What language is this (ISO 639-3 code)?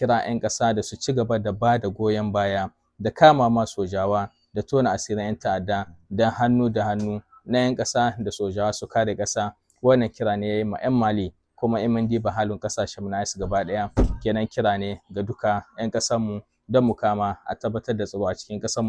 hau